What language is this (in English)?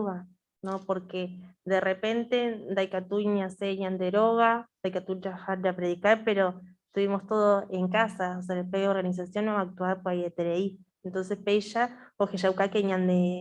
Guarani